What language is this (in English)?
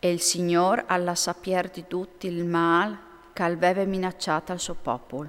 Friulian